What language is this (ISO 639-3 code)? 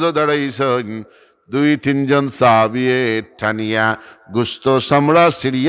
syl